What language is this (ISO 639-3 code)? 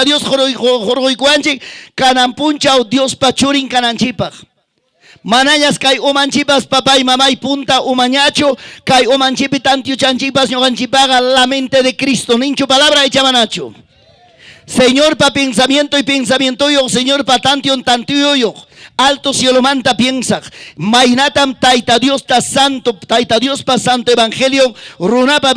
quy